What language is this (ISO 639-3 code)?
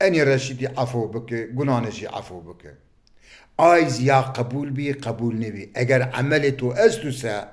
zza